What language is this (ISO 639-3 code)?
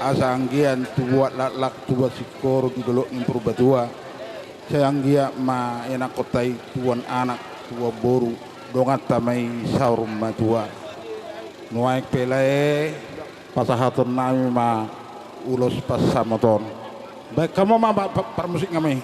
bbc